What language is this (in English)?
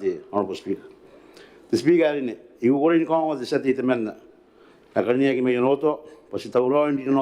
Gilbertese